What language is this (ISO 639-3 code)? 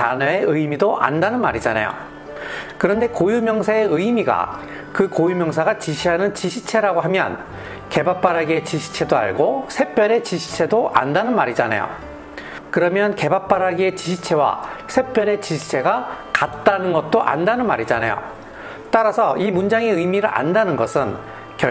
kor